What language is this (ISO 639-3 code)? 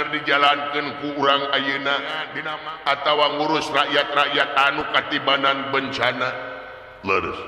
sun